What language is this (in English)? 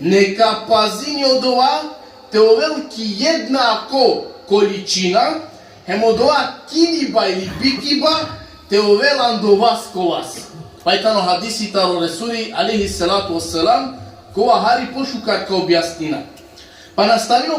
Balkan Romani